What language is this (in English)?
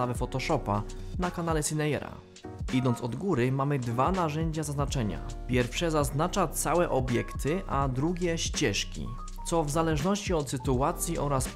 Polish